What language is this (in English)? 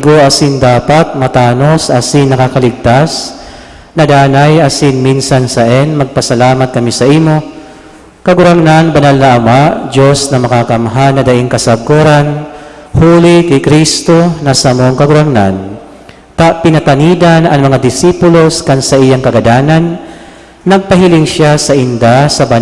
Bikol